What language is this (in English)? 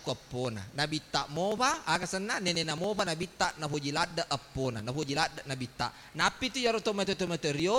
Buginese